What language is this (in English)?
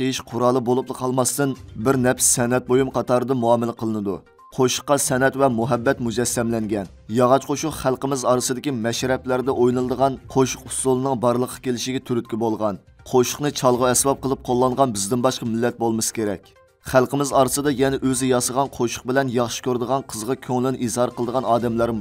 Uyghur